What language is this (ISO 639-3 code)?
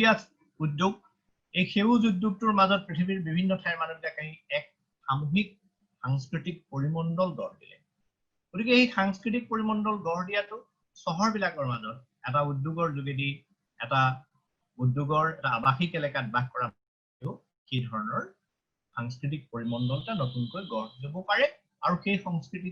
asm